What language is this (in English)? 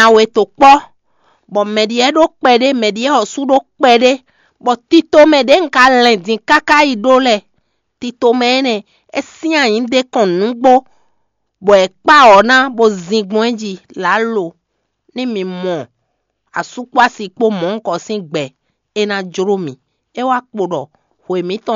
Fon